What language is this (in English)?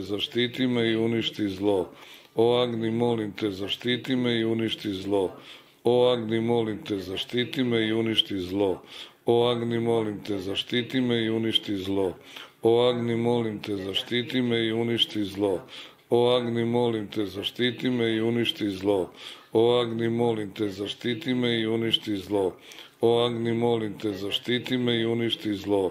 Serbian